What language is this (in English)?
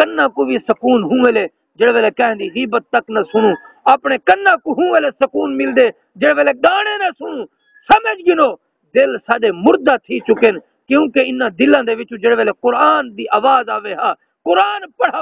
Saraiki